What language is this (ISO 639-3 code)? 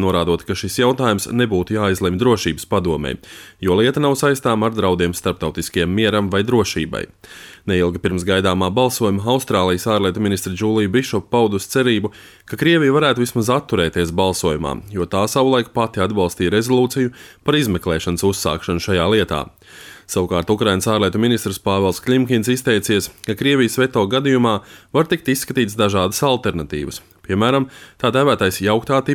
lav